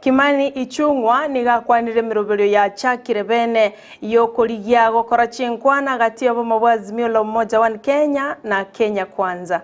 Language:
Gusii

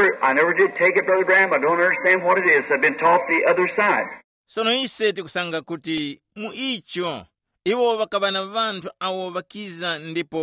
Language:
Tumbuka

